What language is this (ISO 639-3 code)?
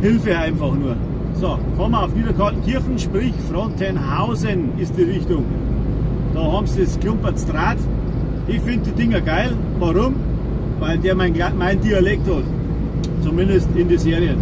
bar